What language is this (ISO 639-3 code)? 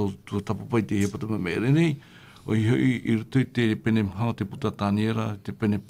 tah